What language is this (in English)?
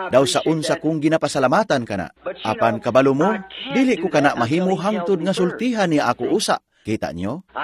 Cebuano